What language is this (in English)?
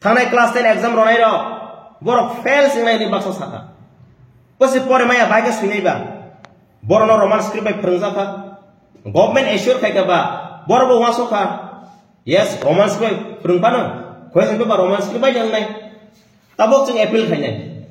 Kok Borok